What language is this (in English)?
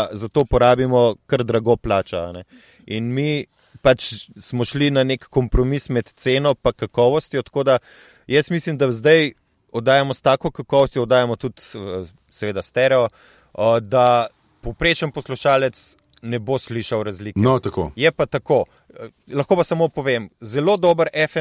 Slovenian